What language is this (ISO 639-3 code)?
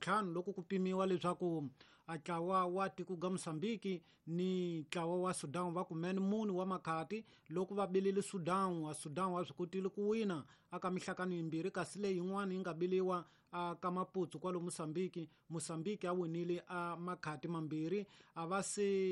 tso